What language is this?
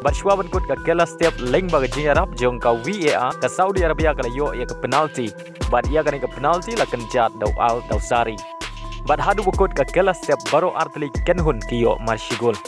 Khasi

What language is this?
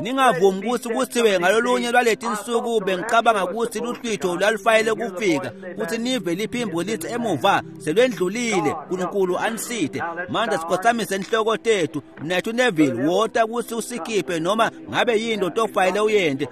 Swati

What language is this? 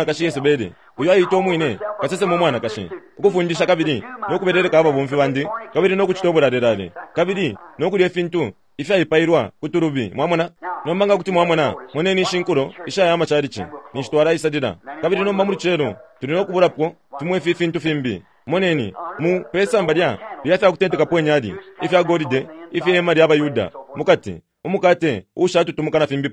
Bemba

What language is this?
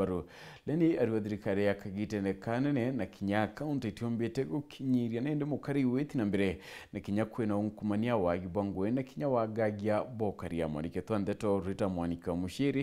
Meru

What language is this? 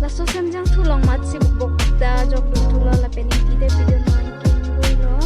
Karbi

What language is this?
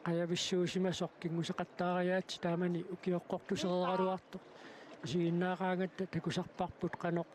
Kalaallisut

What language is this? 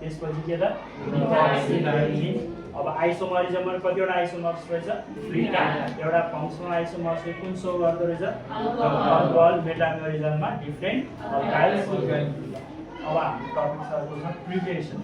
Nepali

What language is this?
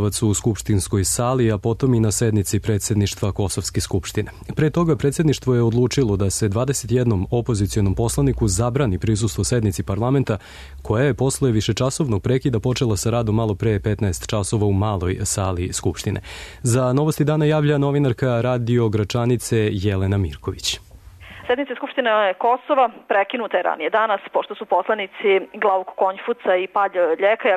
Serbian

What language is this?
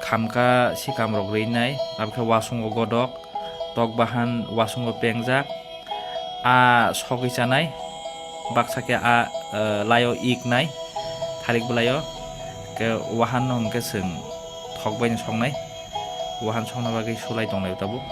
Kok Borok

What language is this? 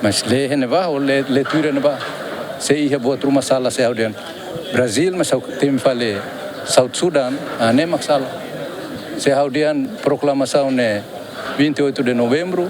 Tetum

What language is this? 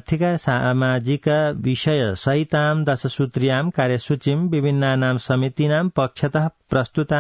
Sanskrit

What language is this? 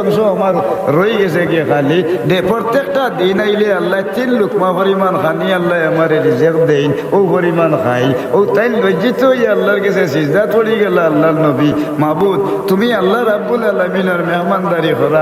Sylheti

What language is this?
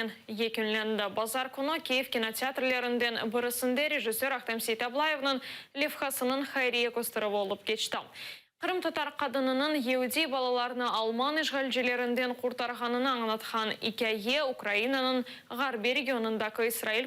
Crimean Tatar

